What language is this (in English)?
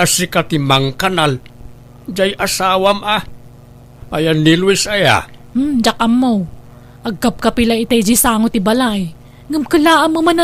Iloko